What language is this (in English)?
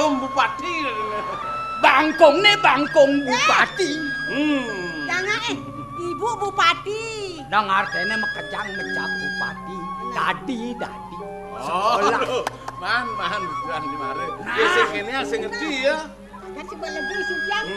Balinese